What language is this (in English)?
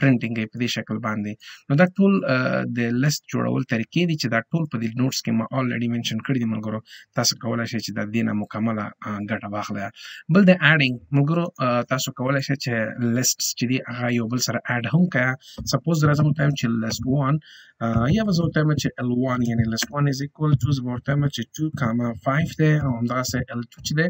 Pashto